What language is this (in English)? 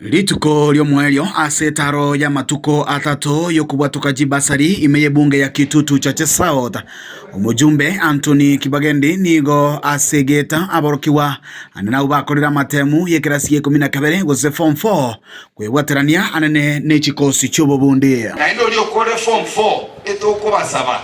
Gusii